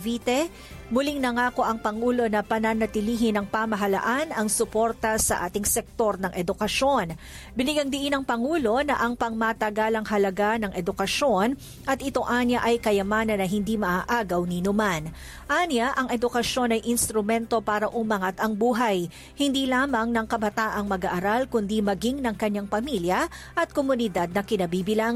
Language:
Filipino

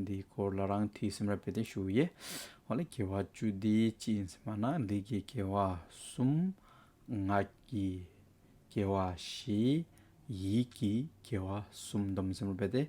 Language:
Hyolmo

